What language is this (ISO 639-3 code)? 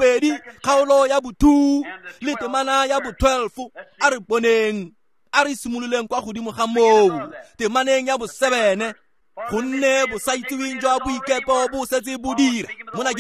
tsn